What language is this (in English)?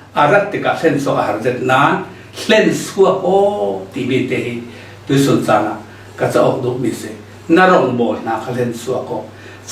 Falam Chin